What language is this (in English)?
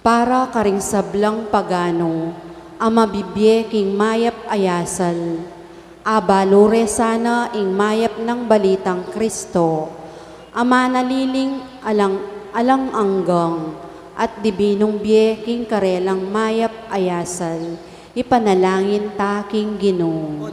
Pampanga